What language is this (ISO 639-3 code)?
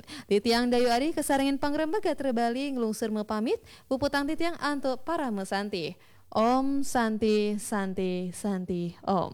ban